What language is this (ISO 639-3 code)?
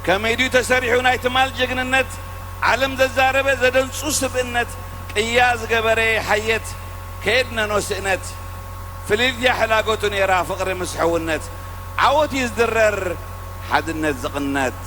tir